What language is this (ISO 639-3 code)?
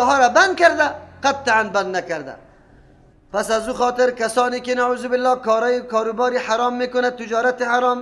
fas